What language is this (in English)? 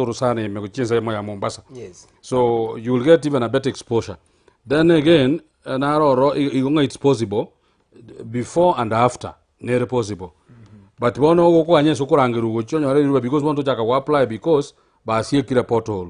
Gusii